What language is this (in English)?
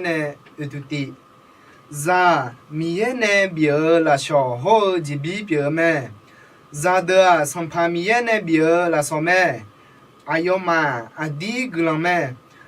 Akha